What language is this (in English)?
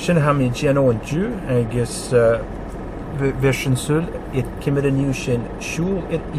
Scottish Gaelic